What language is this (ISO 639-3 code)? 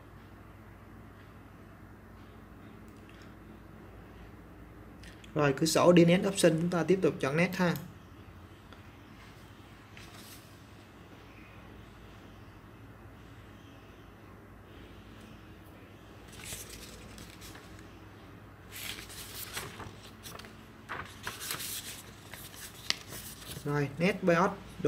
vie